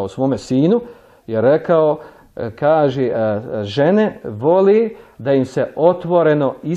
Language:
Bosnian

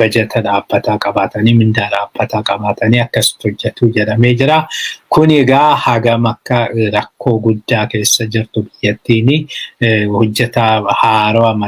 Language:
Oromo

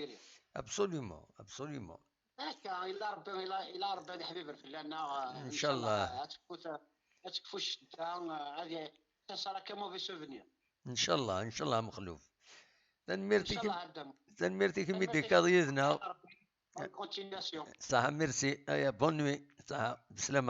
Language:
Kabyle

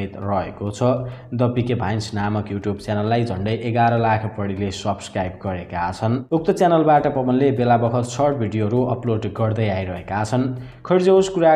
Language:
Nepali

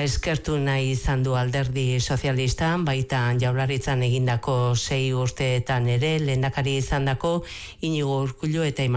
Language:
Basque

